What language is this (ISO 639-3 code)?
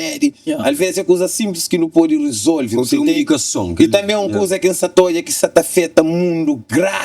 kea